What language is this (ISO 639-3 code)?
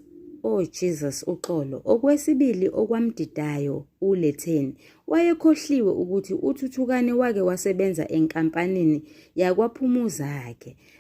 zul